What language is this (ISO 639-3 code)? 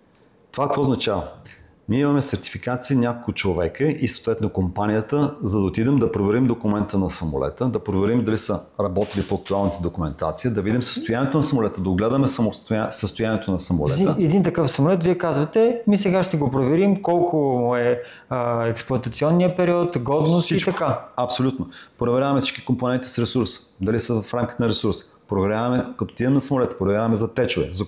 bul